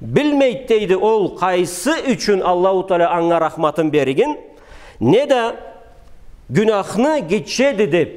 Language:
Karachay-Balkar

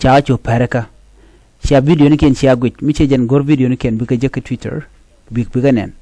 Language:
Nuer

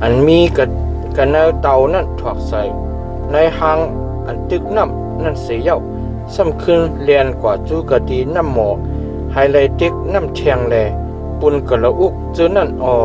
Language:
Shan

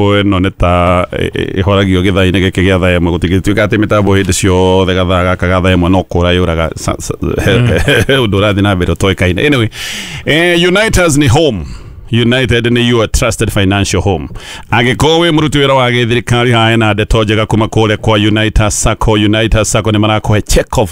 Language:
Kikuyu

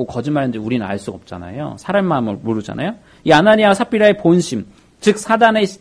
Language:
Korean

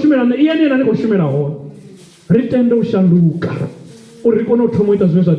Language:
Venda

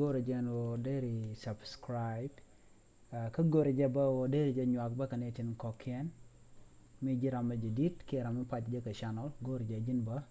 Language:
Nuer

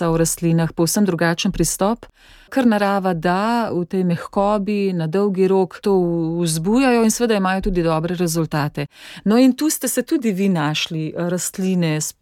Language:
Slovenian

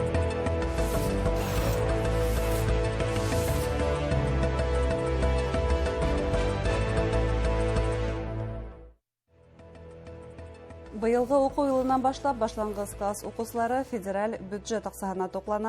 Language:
Bashkir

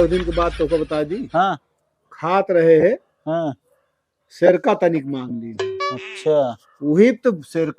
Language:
Awadhi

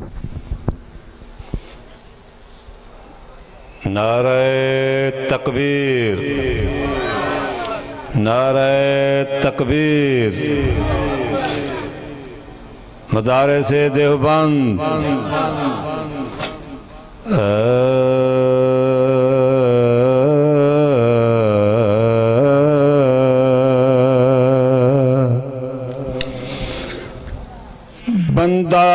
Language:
Urdu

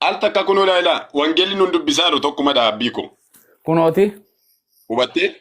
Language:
Oromo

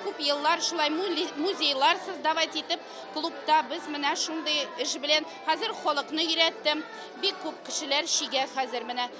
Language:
Tatar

